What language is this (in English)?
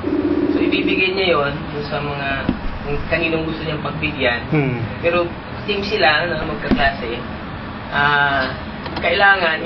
Filipino